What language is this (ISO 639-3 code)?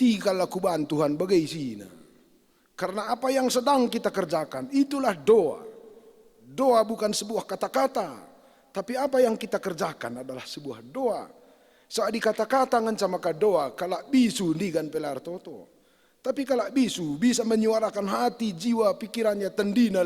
btx